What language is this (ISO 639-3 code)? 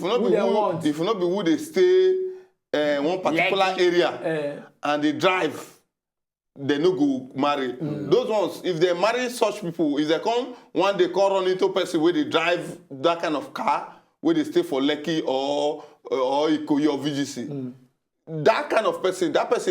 pcm